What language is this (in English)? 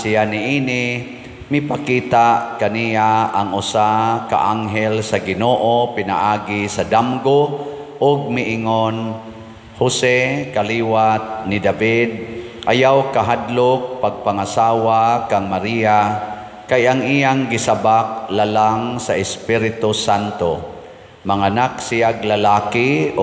Cebuano